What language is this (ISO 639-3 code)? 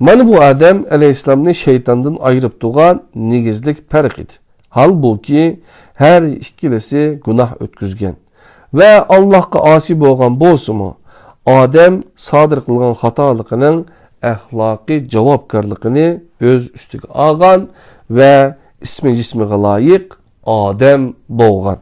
uig